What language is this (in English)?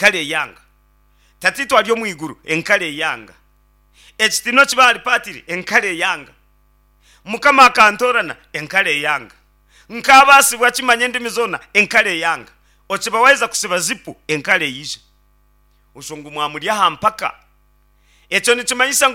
Nyankole